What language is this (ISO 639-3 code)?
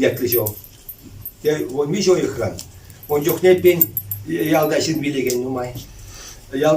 chv